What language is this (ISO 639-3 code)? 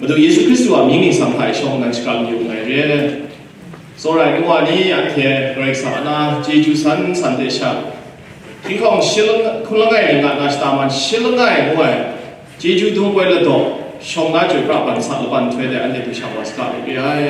kac